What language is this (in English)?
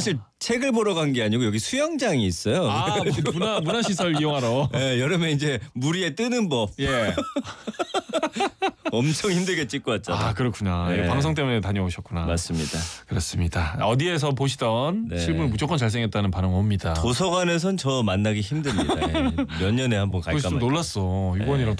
Korean